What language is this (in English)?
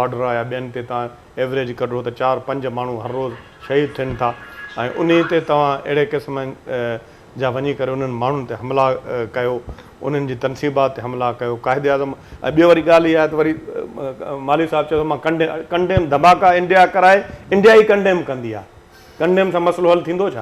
Sindhi